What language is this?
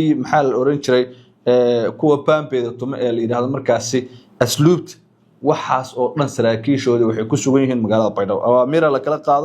Somali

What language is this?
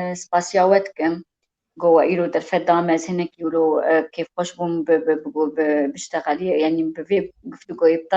Kurdish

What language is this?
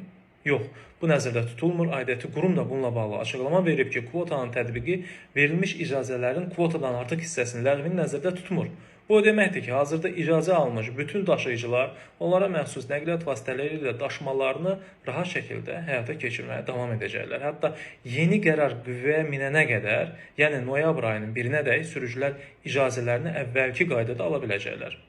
Azerbaijani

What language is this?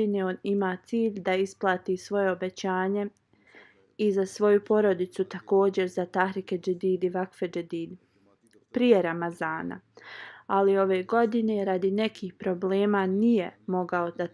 Bosnian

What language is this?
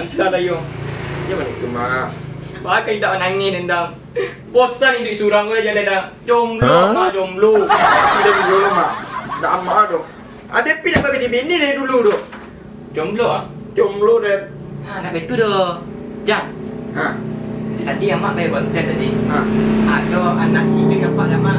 Minangkabau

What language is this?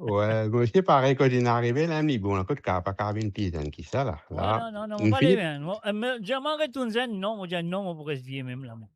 Morisyen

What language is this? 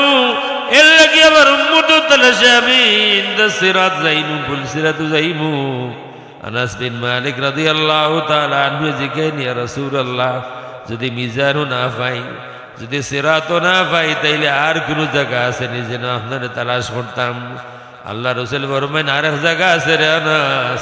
Sylheti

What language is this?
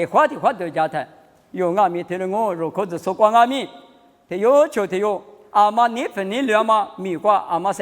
Lisu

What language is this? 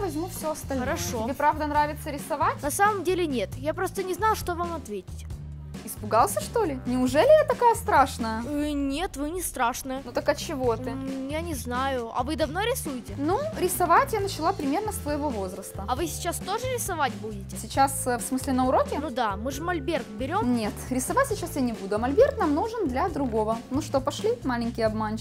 Russian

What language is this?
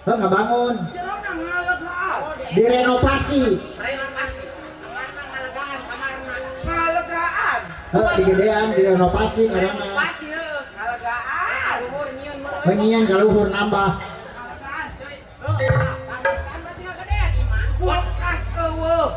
Sundanese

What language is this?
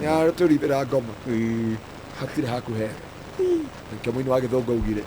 Kikuyu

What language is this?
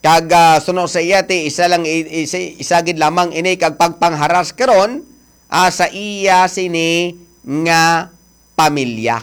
Hiligaynon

